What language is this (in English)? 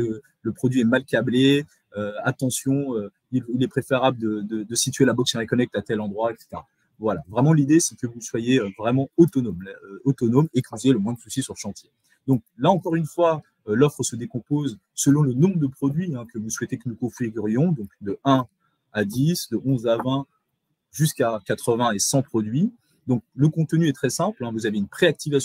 French